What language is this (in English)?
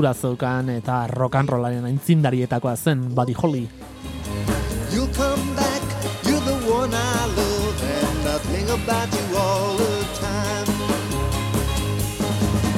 Basque